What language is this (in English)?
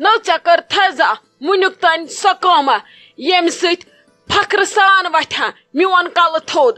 Kashmiri